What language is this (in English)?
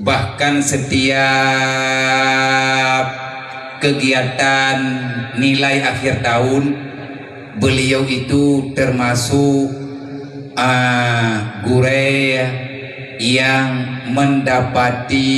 Achinese